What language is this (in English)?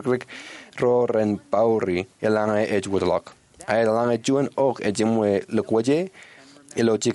Marshallese